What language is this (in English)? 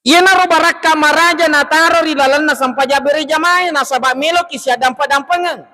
Buginese